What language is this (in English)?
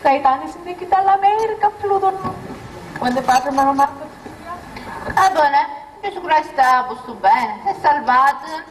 Sicilian